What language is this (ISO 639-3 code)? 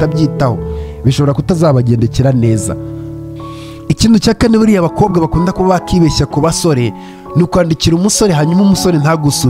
kin